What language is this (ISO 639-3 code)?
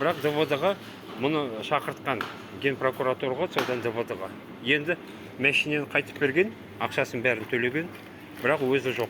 kaz